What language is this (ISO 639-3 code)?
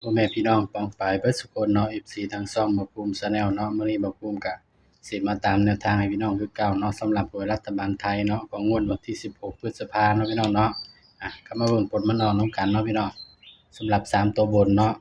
tts